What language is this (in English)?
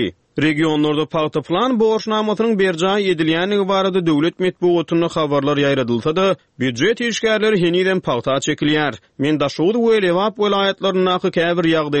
Turkmen